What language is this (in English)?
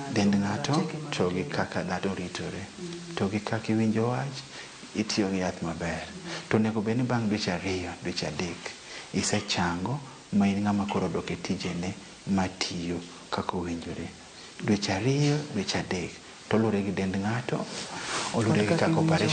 Luo (Kenya and Tanzania)